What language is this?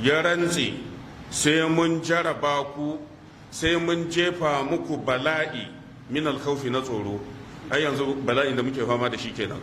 Hausa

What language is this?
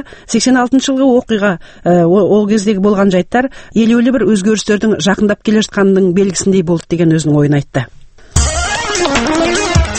Kazakh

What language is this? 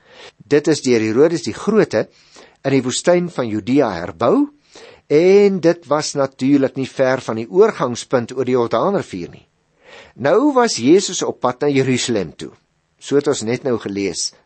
Afrikaans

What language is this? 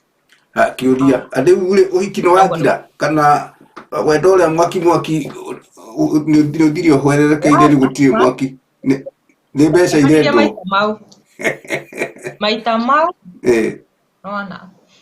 Kikuyu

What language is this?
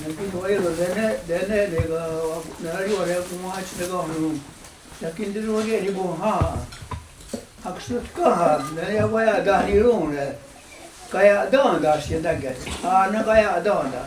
Mohawk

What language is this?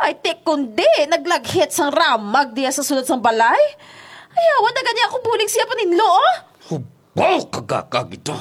Hiligaynon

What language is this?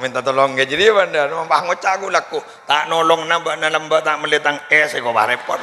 Madurese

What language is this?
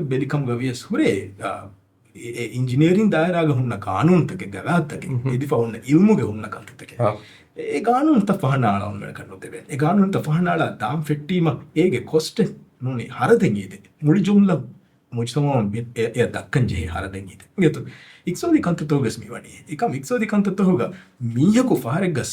Divehi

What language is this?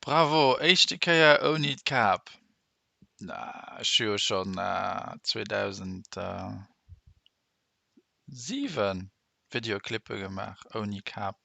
Luxembourgish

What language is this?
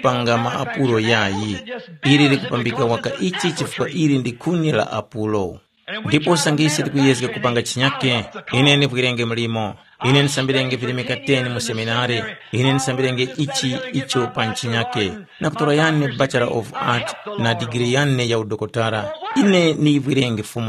Tumbuka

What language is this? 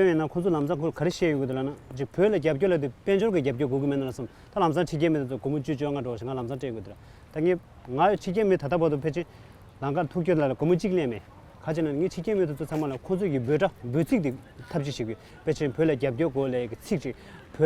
Tibetan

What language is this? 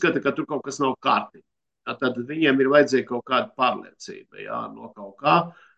Latvian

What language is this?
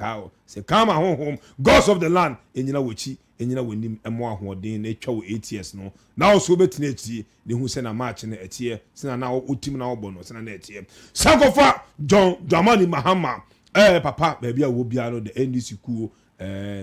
Akan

